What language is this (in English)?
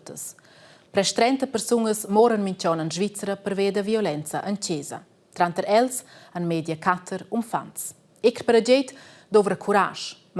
Romansh